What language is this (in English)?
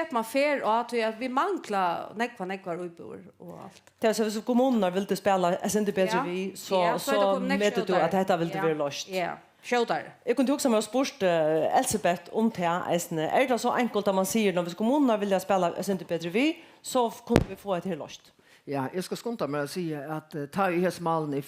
Faroese